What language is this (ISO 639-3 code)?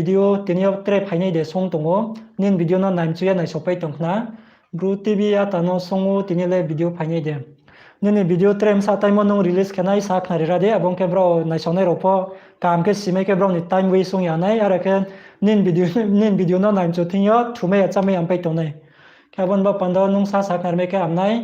ria